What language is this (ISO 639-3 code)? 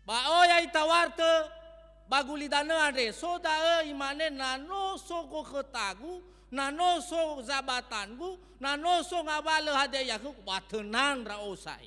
nia